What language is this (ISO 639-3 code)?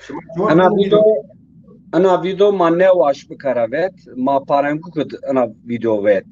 zza